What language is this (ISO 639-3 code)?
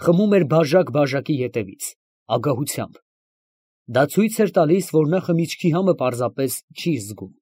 hye